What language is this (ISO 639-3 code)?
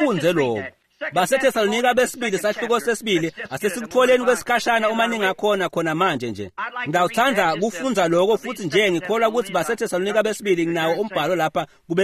ssw